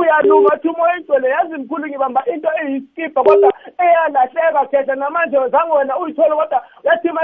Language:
South Ndebele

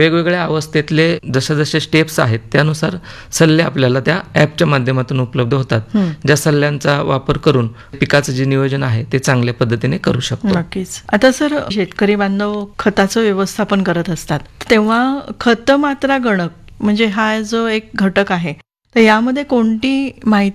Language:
Marathi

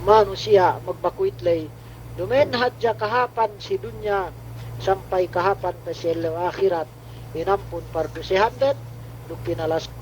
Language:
Yakan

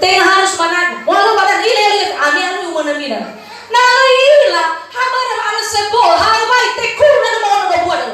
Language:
Nias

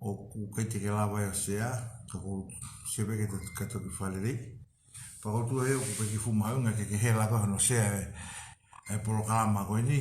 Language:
Tongan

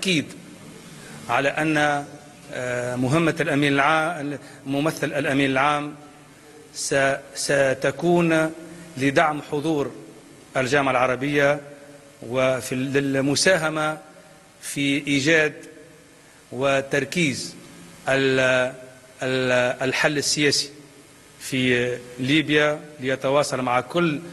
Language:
Egyptian Arabic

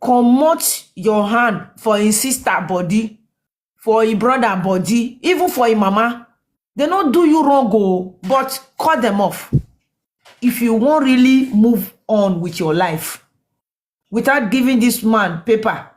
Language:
Nigerian Pidgin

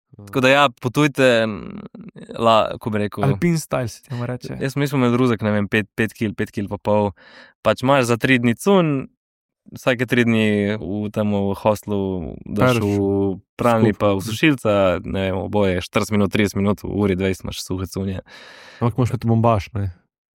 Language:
Slovenian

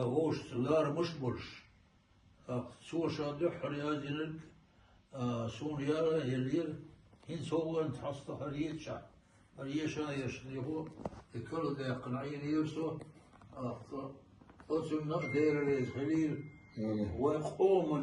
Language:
Chechen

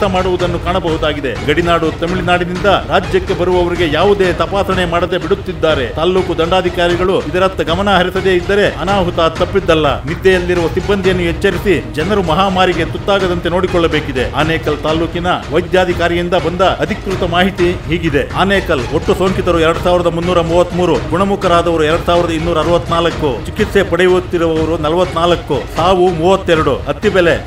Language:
Kannada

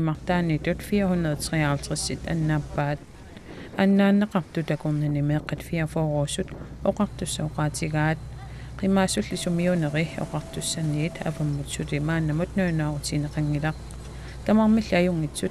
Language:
Kalaallisut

